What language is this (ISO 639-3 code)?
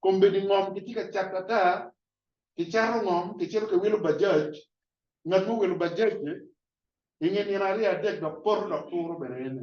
ach